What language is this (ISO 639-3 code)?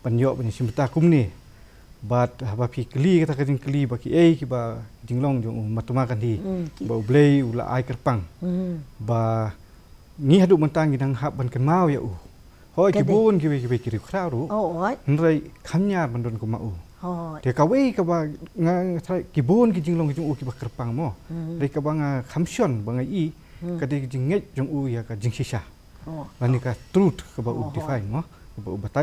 kha